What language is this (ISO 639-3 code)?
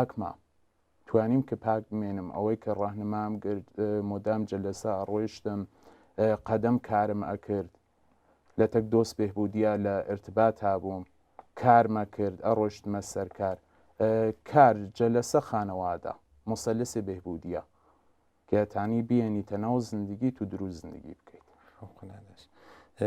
ckb